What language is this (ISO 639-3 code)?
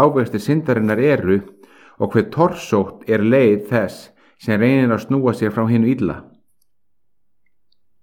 isl